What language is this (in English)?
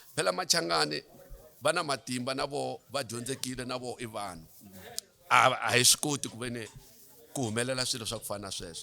Tsonga